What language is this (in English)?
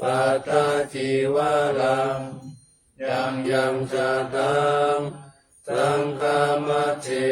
Pali